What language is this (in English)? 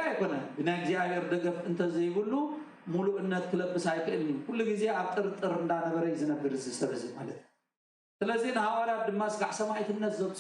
Tigrinya